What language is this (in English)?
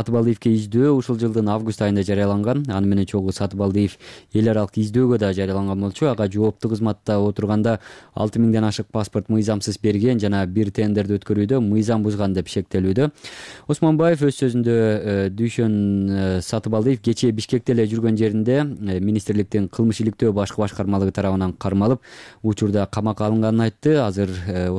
Kyrgyz